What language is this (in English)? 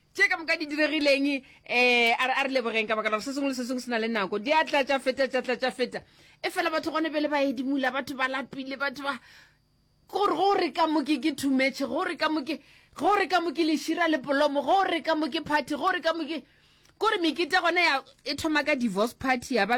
Northern Sotho